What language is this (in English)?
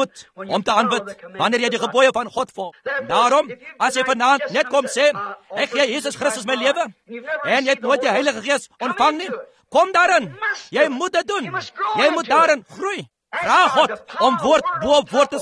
Afrikaans